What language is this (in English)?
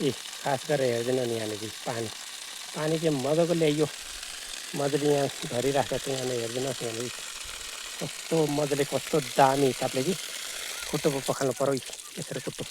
Nepali